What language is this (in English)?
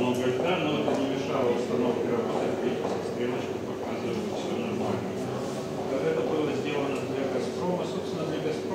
Russian